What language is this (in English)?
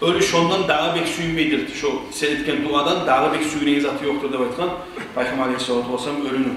Kumyk